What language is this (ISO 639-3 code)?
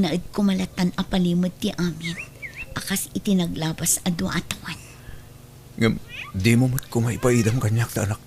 ilo